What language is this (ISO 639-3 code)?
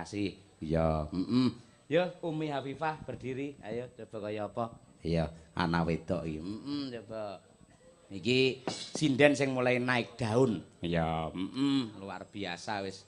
jav